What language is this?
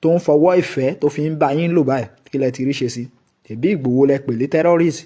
Yoruba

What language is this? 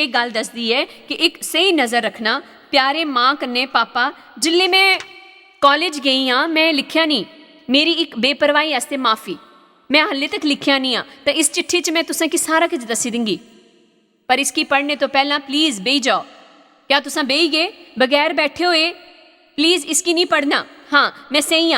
Dogri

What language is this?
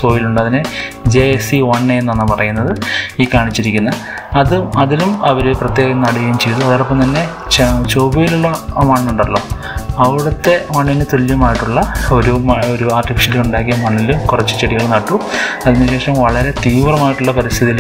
Malayalam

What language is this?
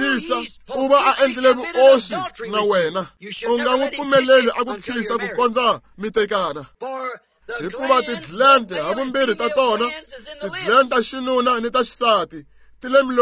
Tsonga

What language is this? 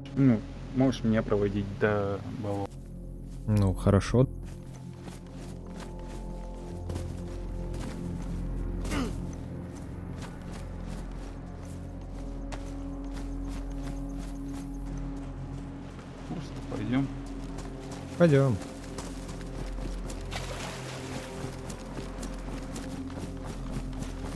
Russian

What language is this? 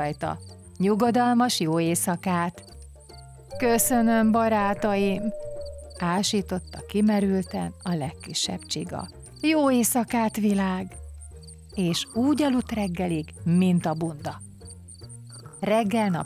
Hungarian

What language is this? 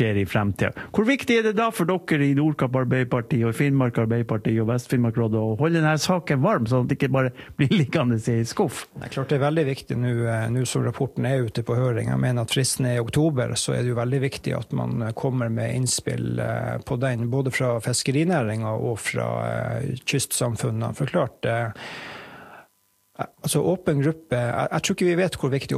Norwegian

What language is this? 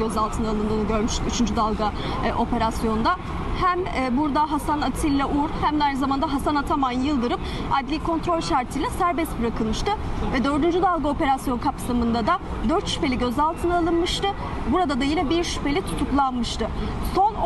Turkish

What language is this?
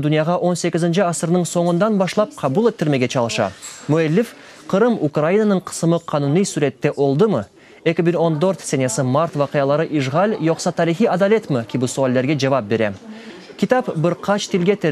Crimean Tatar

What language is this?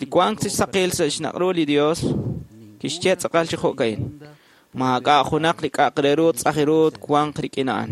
Kekchí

